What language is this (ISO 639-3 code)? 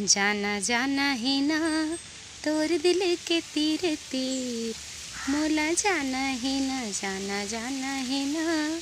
hne